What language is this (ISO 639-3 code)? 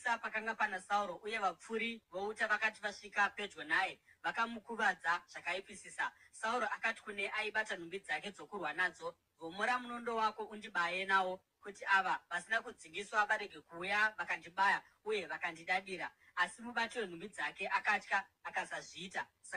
sna